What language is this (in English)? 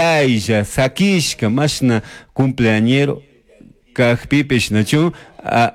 Chimborazo Highland Quichua